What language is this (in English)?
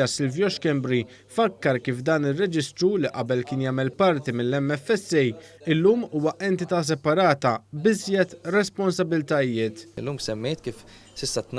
Maltese